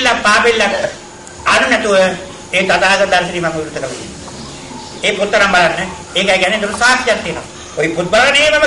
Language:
Sinhala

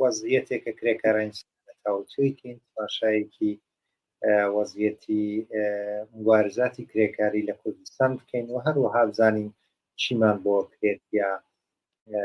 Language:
Central Kurdish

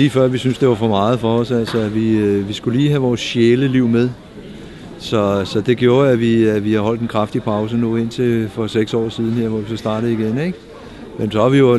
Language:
Danish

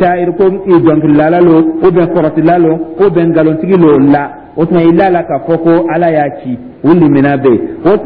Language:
Dyula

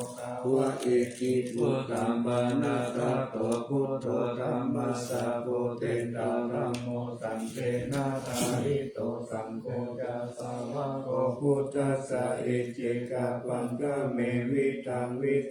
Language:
Pali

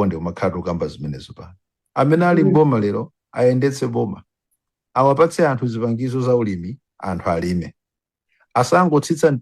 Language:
Nyanja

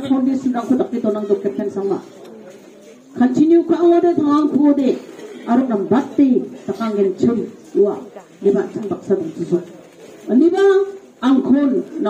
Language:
Garo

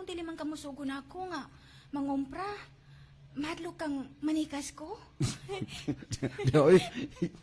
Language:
Cebuano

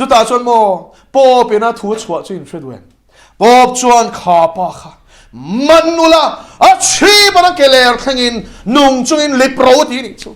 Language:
Mizo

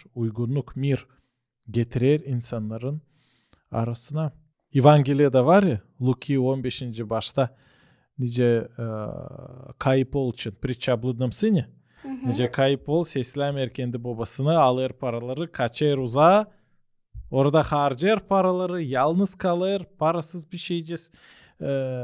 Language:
Gagauz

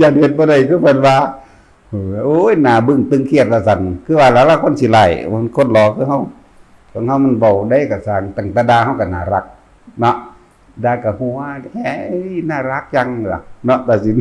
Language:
Northeastern Thai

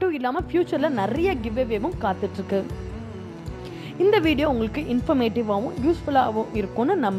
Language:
Tamil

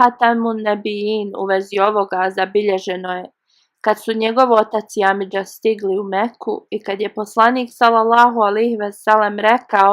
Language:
Bosnian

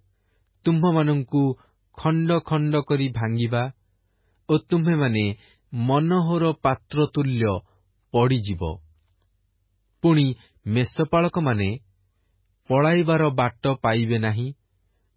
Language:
Odia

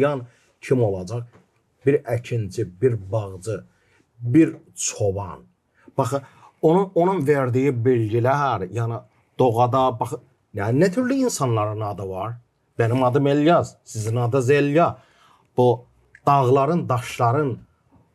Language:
Gagauz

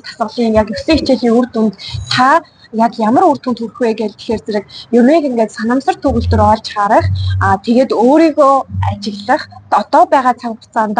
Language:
Mongolian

